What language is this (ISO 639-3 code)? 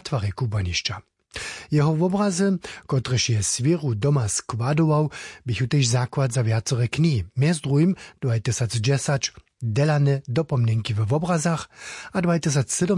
hsb